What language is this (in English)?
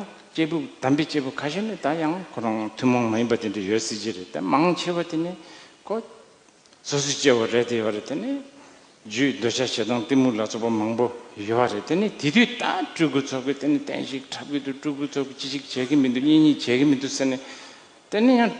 Tibetan